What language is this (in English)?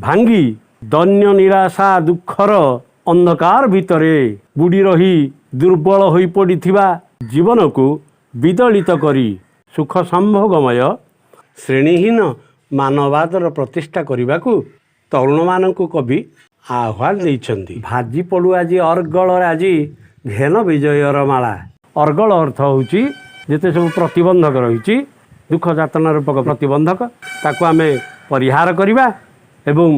Odia